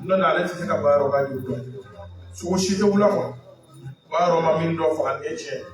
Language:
Bambara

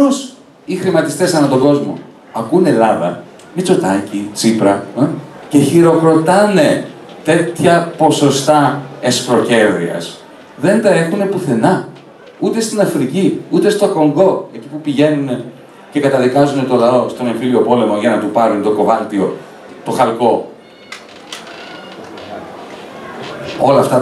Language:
Greek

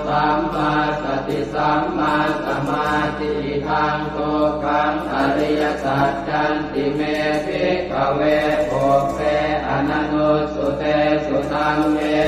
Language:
Pali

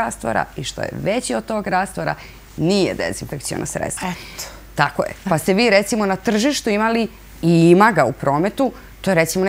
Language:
Serbian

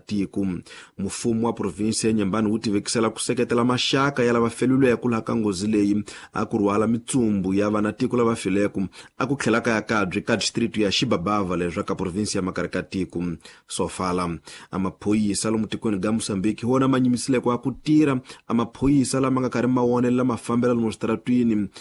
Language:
Tsonga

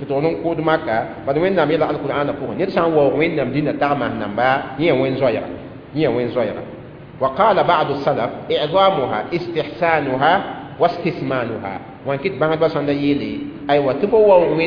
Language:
Mossi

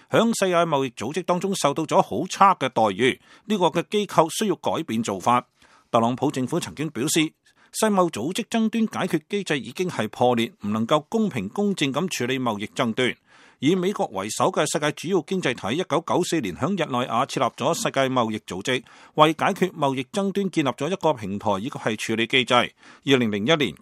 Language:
Cantonese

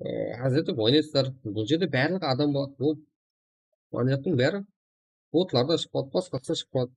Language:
Kara-Kalpak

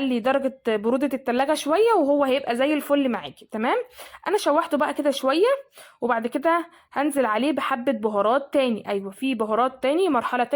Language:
Egyptian Arabic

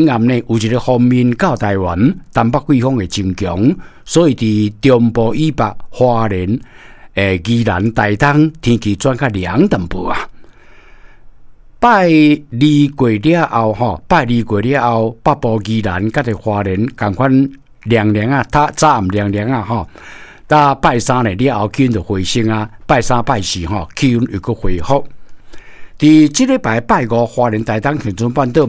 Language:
Min Nan Chinese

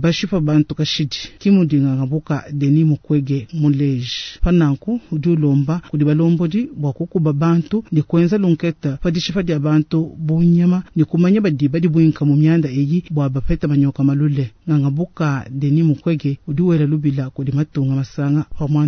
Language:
Luba-Lulua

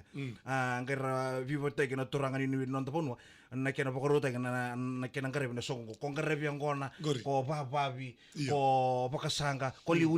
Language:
Fijian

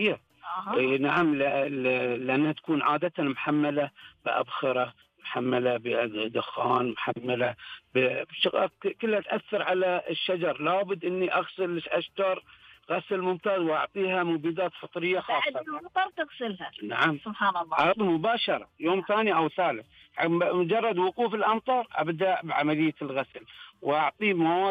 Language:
Najdi Arabic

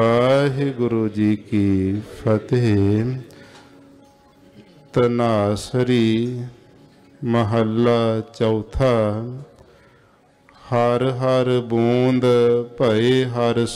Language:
Punjabi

